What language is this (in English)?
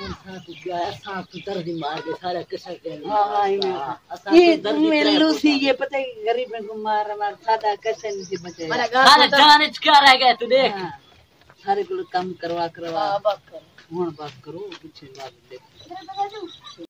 Saraiki